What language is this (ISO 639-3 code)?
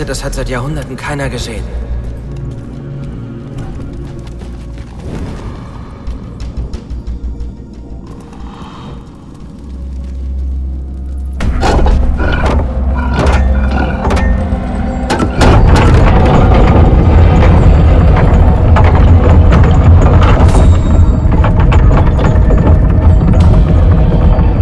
deu